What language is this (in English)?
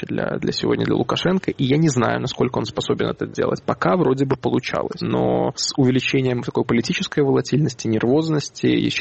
Russian